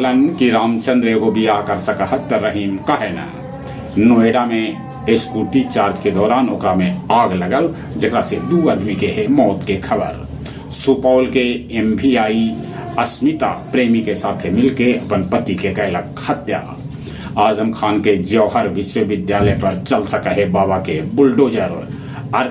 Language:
Magahi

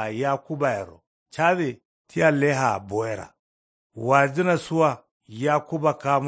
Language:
Kanuri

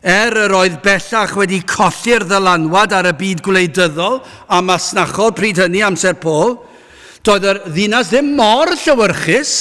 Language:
Welsh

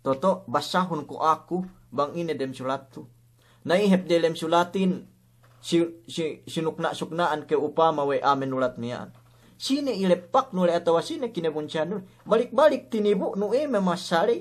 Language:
Yakan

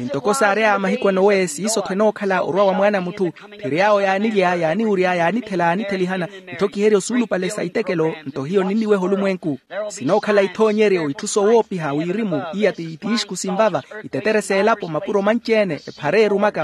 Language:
Makhuwa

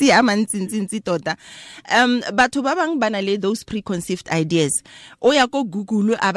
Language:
Tswana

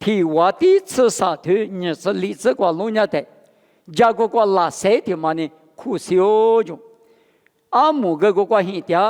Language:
Lisu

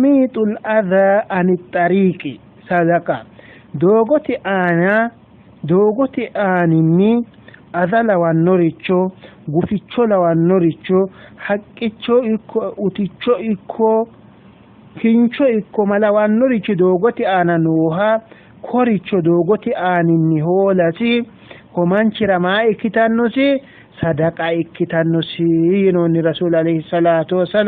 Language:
Sidamo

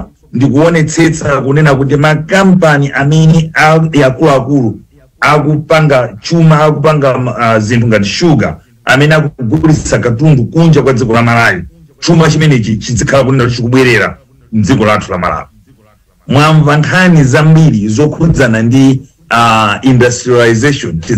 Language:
Nyanja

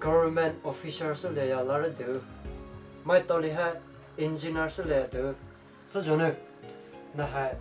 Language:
Poumei Naga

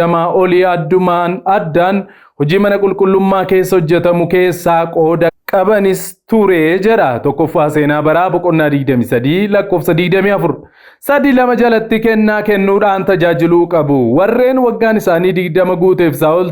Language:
Oromo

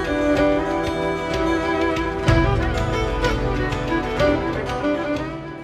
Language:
Serbian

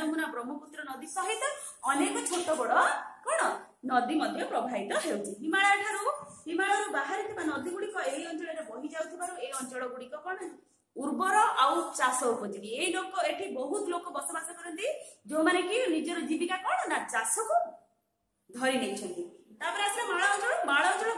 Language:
Odia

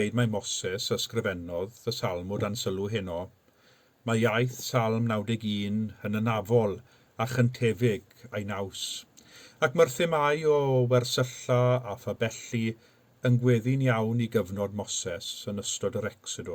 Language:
Welsh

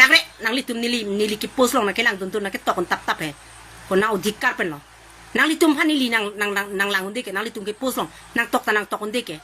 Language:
Karbi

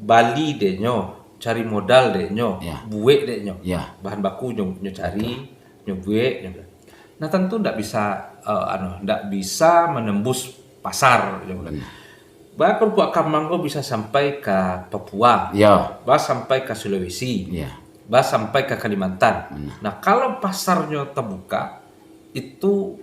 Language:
Minangkabau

